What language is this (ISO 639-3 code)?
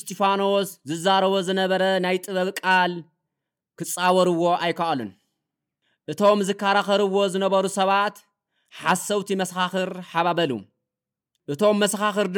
tir